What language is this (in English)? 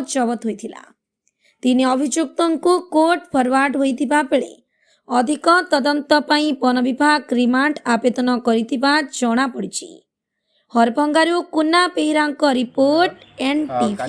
Odia